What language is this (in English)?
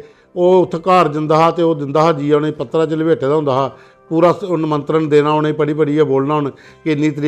Dogri